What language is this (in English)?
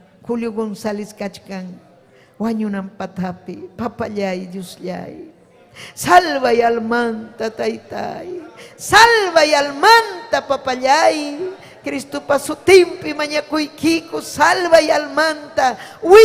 Ayacucho Quechua